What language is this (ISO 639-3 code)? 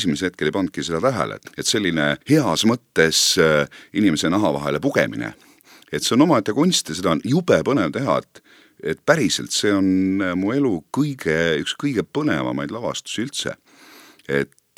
est